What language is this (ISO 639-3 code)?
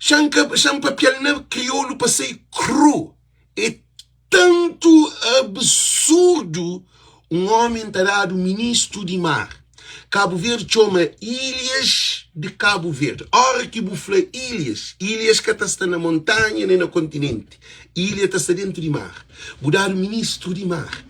kea